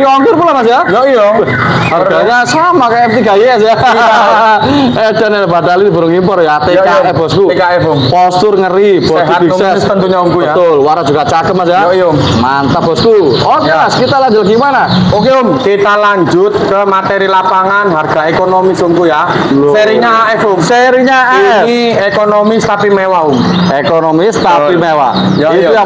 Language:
Indonesian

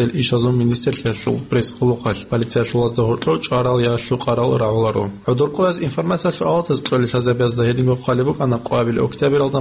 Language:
Avaric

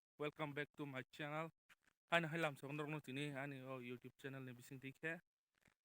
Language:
Kok Borok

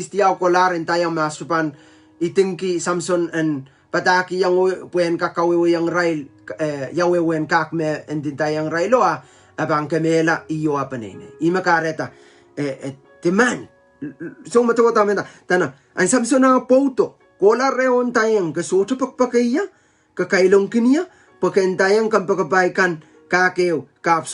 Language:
Pohnpeian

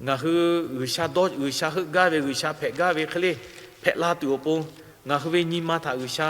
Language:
Lahu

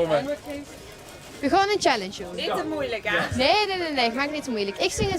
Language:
Limburgish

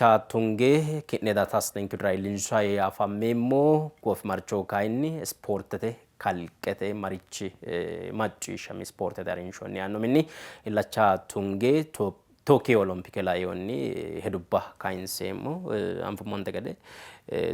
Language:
Sidamo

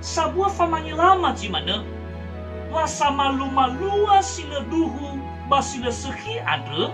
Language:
Nias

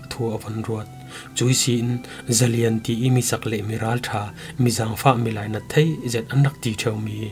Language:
Falam Chin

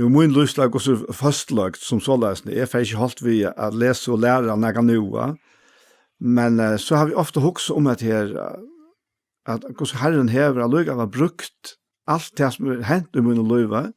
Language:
Faroese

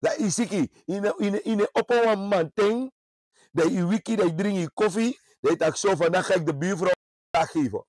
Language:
Sranan Tongo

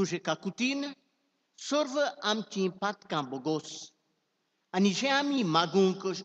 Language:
Konkani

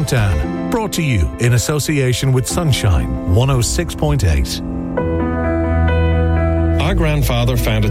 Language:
English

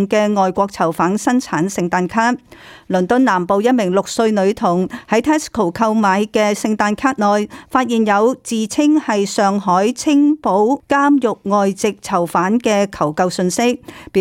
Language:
Cantonese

